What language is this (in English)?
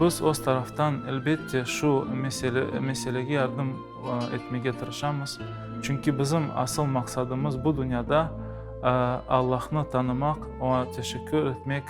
Crimean Tatar